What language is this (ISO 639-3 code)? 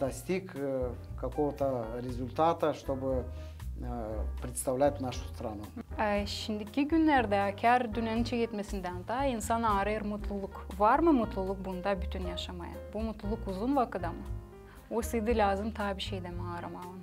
gag